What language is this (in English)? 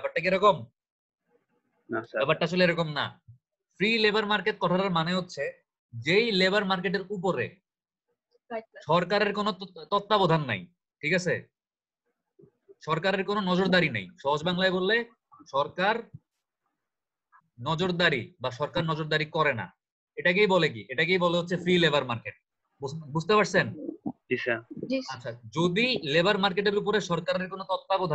Bangla